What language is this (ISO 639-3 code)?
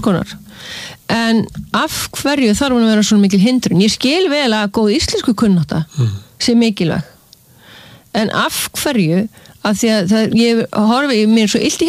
isl